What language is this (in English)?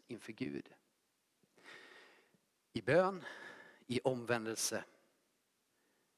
Swedish